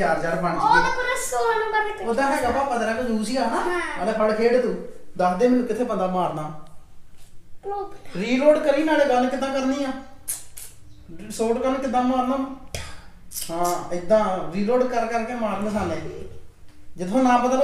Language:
Punjabi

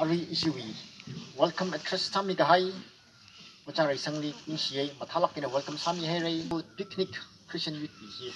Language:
Tangkhul Naga (India)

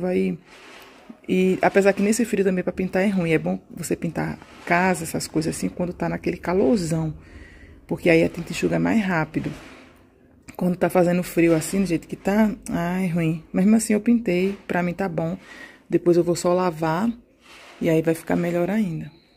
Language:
Portuguese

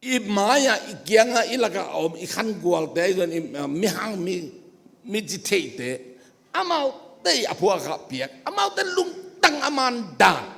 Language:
Tedim Chin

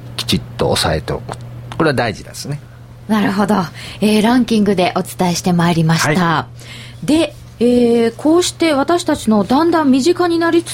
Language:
Japanese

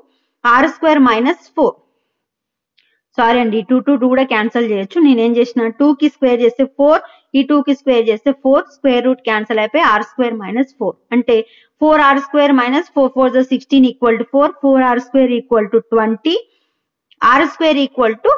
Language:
Telugu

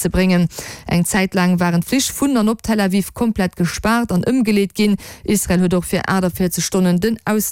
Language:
Luxembourgish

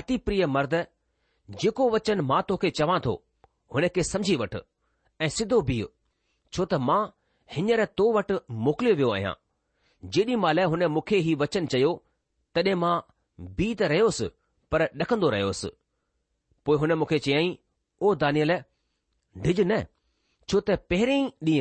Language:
Sindhi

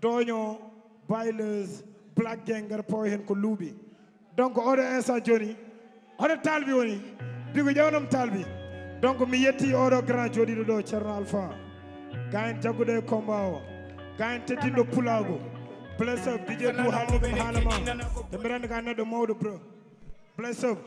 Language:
Fula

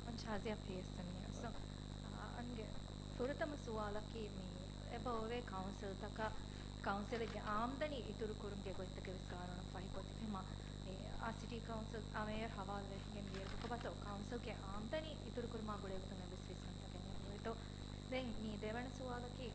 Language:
Divehi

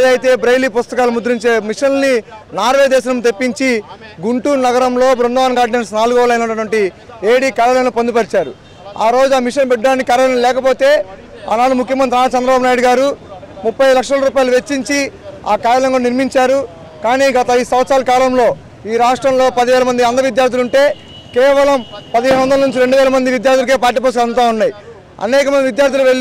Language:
Telugu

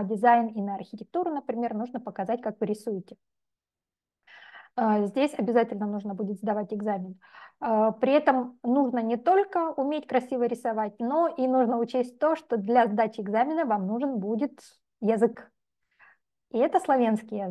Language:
Russian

